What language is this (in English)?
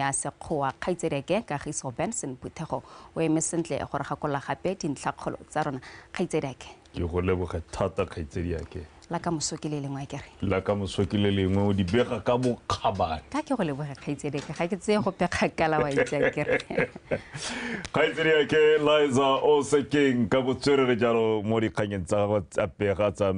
Tswana